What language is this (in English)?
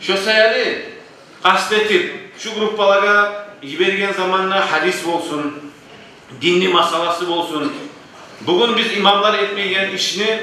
Kumyk